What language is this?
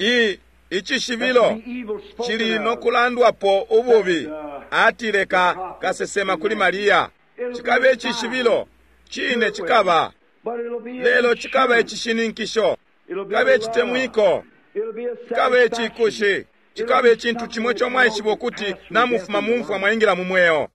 Bemba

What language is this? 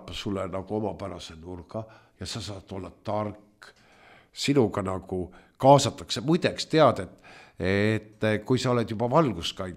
Estonian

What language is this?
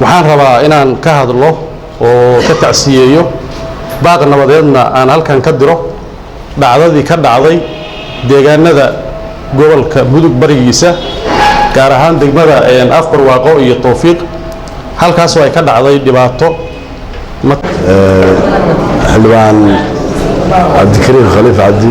Somali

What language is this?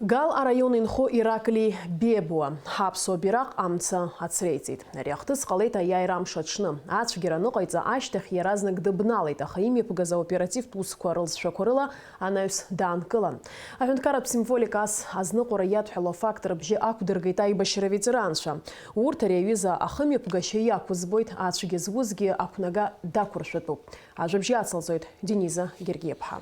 Abkhazian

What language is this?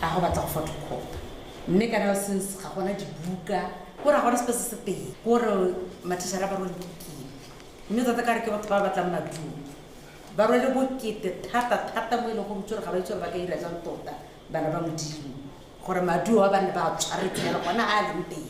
Tswana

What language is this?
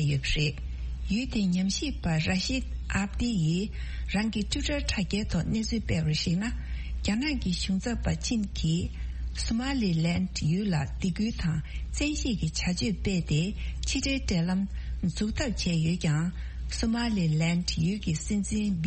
Tibetan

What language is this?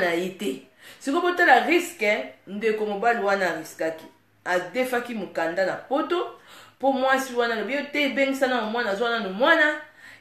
Lingala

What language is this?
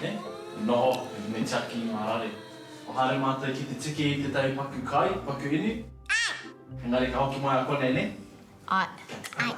Māori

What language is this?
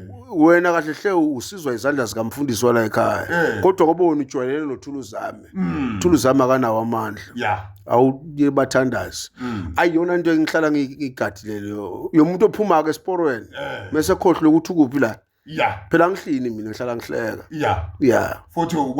Zulu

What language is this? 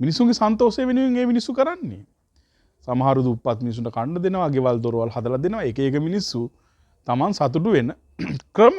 Sinhala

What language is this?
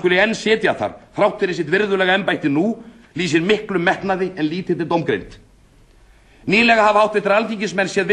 Icelandic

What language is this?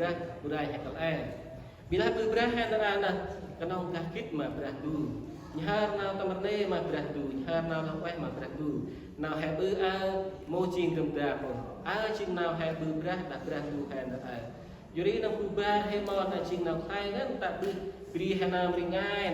Central Mnong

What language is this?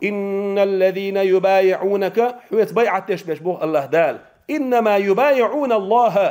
Chechen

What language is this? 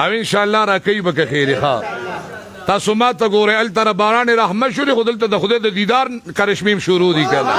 Pashto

